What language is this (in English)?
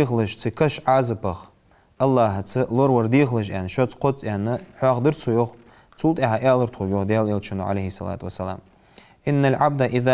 Ingush